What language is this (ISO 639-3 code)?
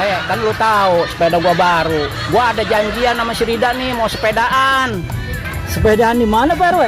bew